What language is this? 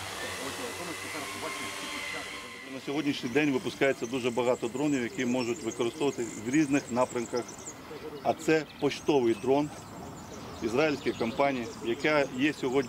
Ukrainian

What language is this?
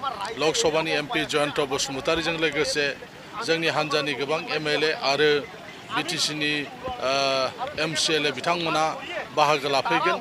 Bodo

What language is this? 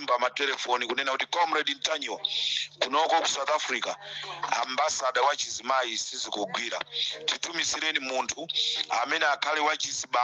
Nyanja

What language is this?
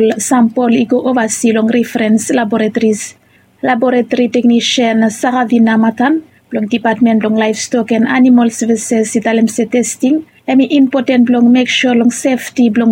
Bislama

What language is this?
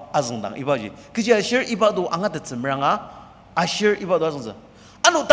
Ao Naga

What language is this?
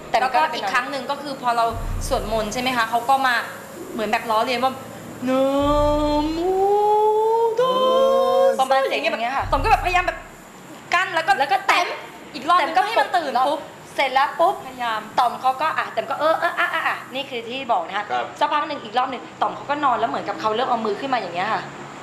Thai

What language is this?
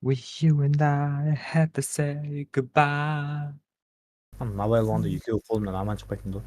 Kara-Kalpak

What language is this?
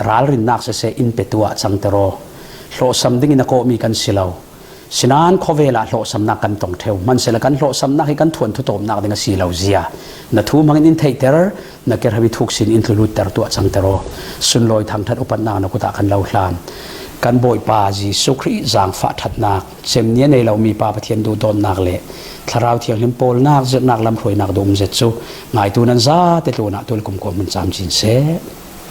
Falam Chin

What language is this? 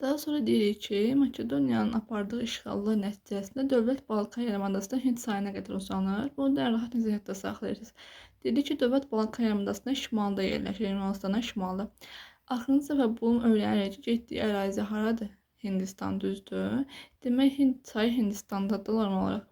Azerbaijani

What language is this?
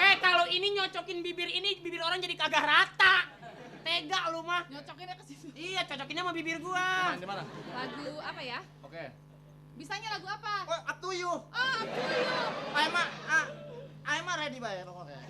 Betawi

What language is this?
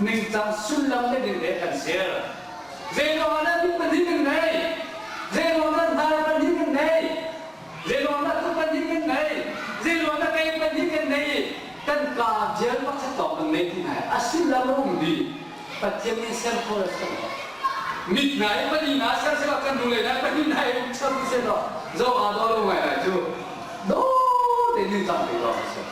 Hakha Chin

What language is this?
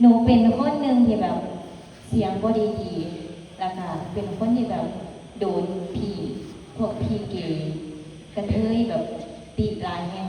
Northeastern Thai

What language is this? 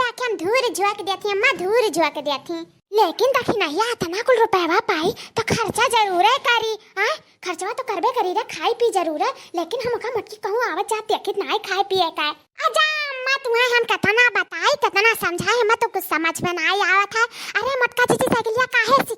Awadhi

